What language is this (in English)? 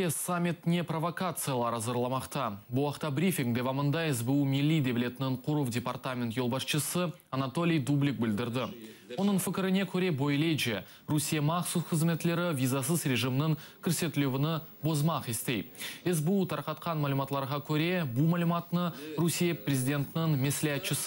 Crimean Tatar